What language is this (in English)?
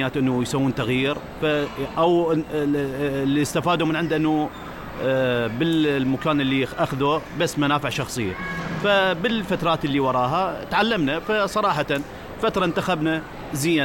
Mesopotamian Arabic